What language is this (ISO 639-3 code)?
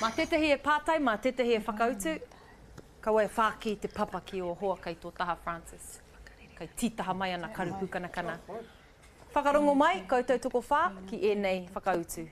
mri